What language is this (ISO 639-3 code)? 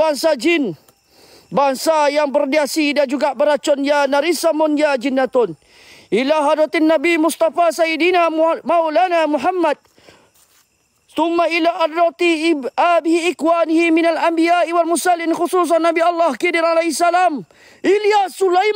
msa